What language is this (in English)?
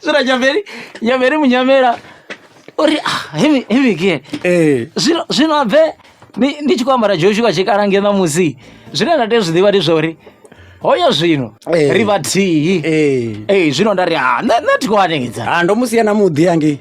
Venda